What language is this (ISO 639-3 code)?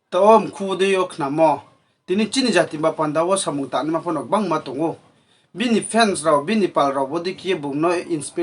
ria